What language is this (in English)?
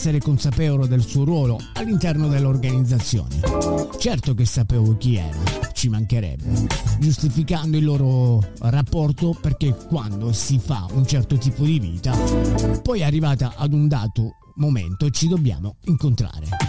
Italian